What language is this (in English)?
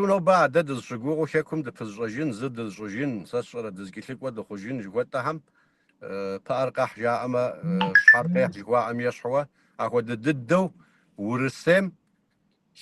Kabardian